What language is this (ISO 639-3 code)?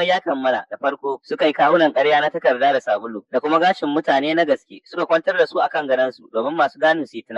hau